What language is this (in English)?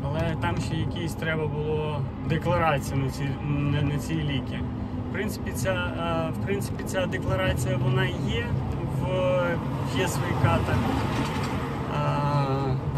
Ukrainian